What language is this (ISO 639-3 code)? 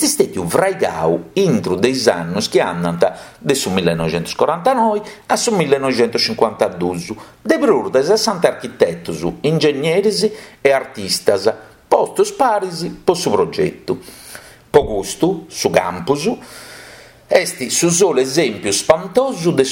srd